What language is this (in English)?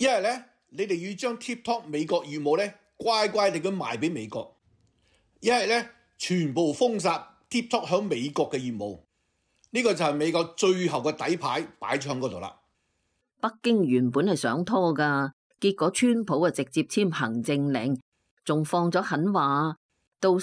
Cantonese